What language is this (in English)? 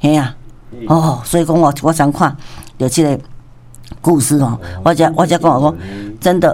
Min Nan Chinese